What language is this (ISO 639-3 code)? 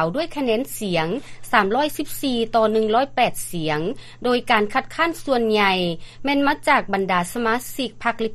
lao